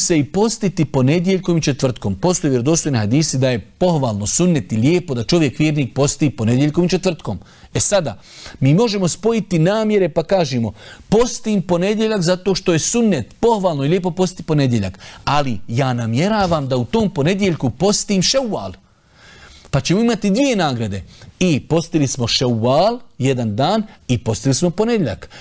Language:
Bosnian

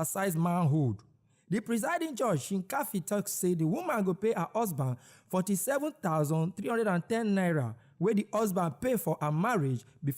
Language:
Nigerian Pidgin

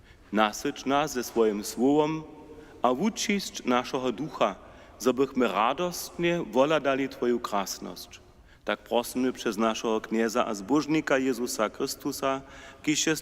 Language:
Upper Sorbian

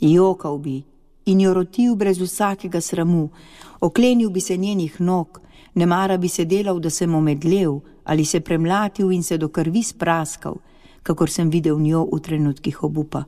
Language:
Slovenian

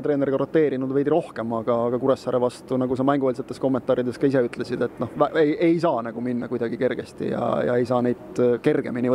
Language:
Estonian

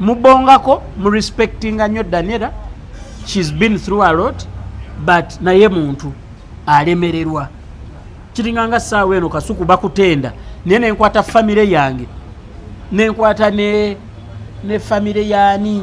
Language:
Ganda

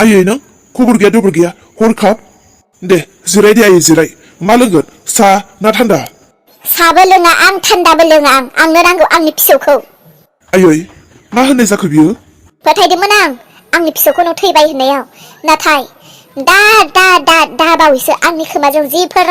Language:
Bodo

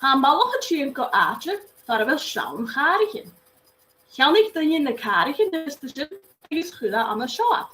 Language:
Scottish Gaelic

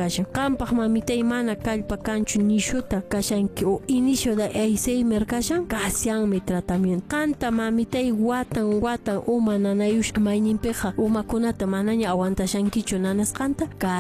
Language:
Quechua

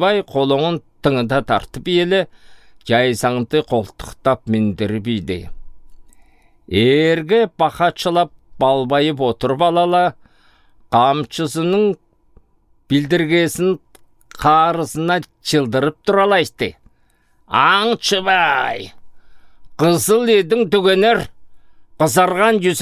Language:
Southern Altai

